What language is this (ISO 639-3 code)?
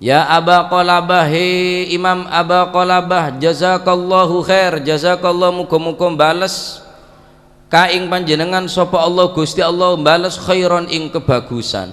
mad